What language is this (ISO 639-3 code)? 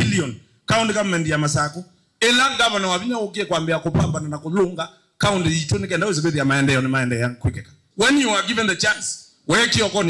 kam